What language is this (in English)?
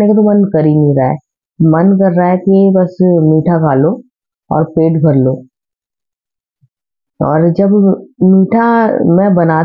Hindi